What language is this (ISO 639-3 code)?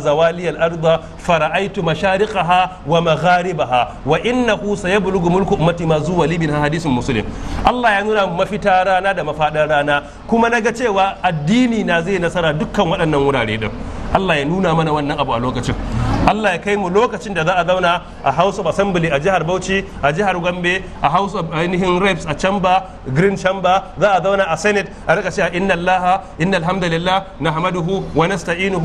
hau